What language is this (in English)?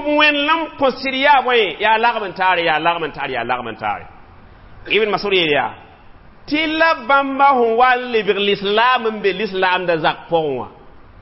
Mossi